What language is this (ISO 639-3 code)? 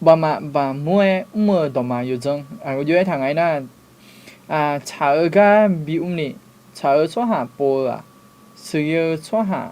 ahk